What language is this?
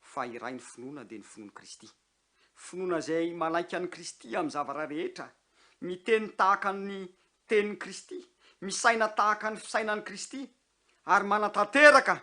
Malagasy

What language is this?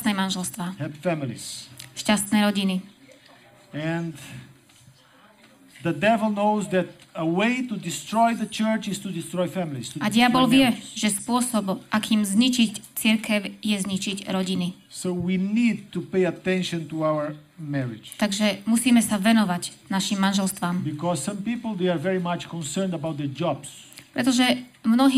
Slovak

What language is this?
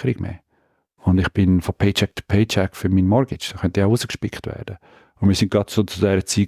Swiss German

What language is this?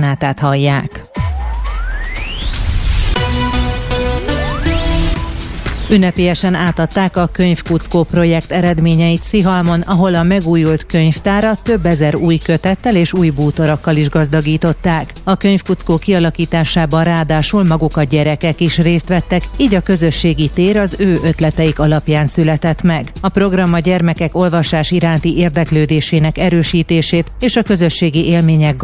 Hungarian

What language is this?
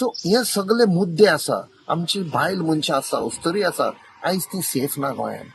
Konkani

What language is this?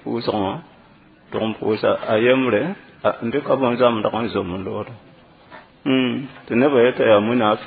Mossi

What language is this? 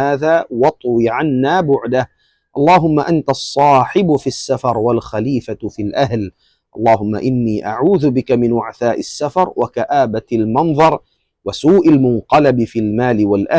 Tausug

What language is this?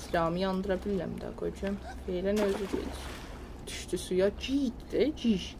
South Azerbaijani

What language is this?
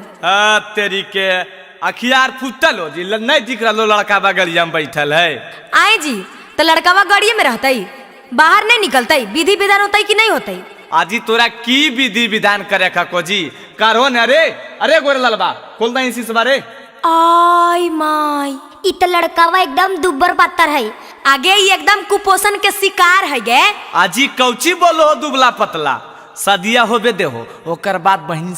Magahi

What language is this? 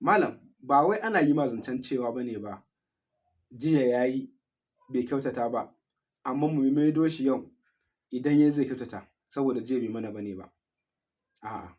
Hausa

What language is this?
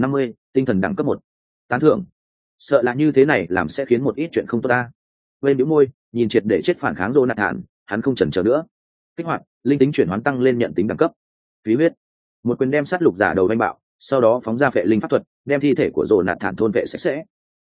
Vietnamese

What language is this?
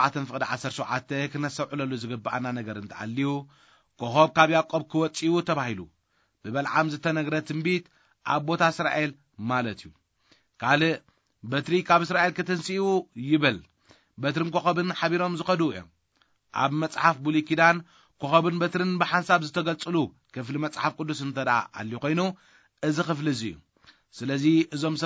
Tigrinya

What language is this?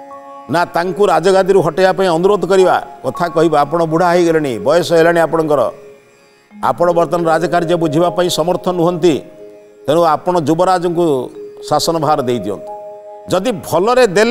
Odia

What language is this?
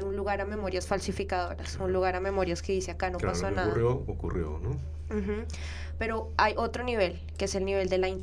Spanish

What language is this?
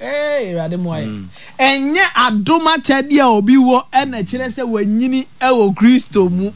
Akan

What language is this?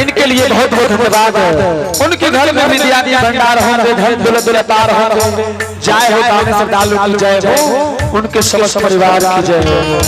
Angika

